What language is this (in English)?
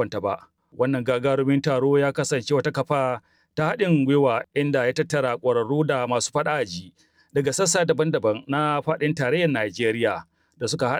Hausa